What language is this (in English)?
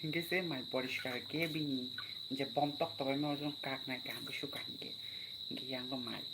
Kok Borok